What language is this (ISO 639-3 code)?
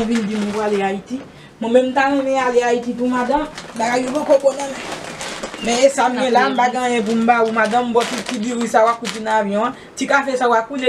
hat